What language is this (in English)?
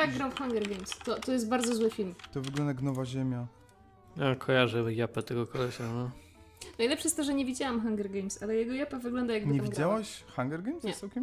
Polish